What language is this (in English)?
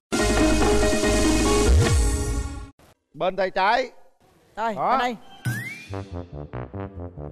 Vietnamese